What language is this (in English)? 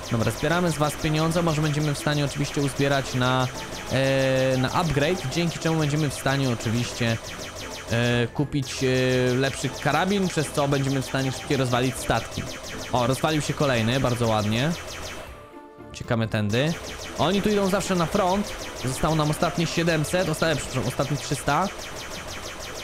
Polish